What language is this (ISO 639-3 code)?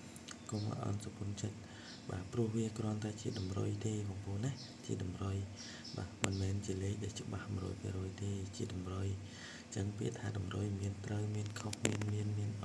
khm